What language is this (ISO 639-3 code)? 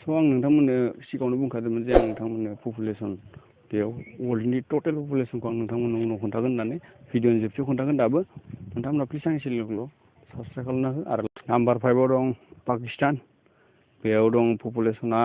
brx